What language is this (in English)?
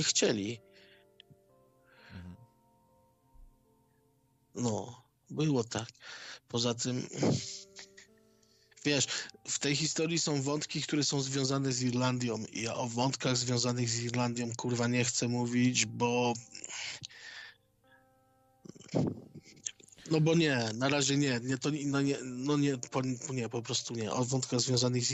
Polish